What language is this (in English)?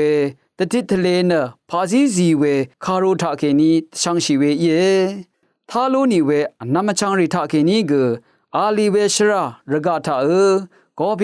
Rawang